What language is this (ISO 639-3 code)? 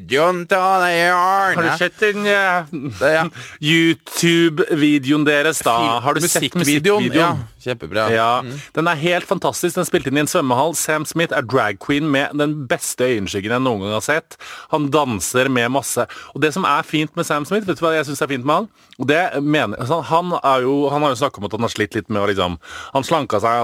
nor